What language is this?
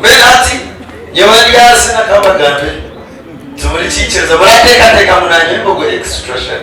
Nyankole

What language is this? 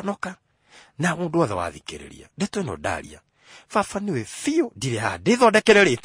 Kikuyu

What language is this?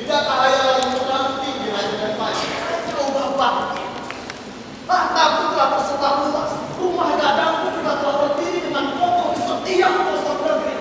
Minangkabau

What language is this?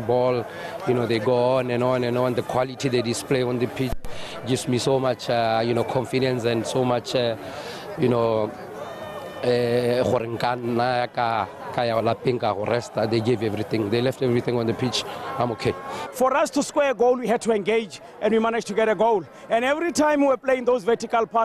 Tswana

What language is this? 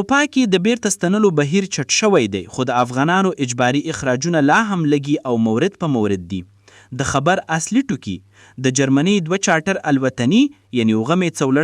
Pashto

